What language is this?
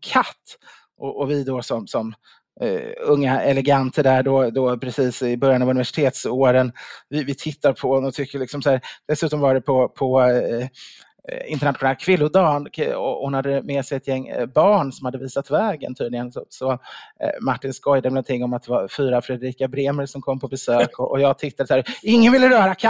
Swedish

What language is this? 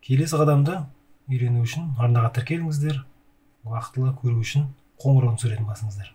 Kazakh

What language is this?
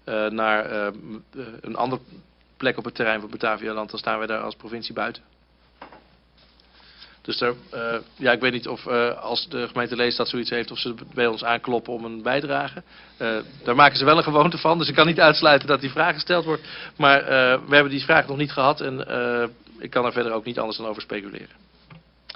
Dutch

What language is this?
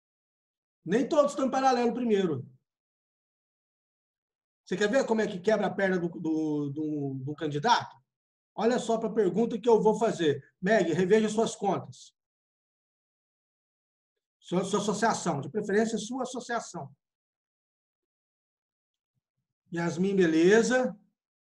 Portuguese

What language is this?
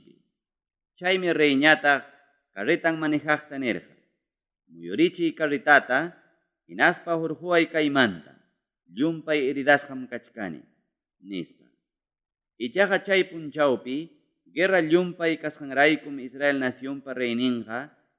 Ayacucho Quechua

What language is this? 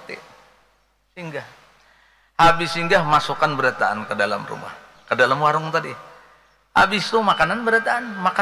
Banjar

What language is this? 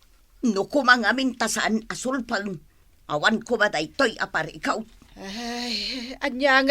Iloko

